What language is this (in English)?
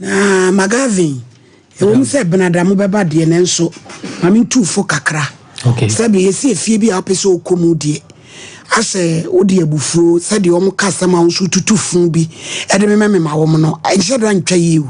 Akan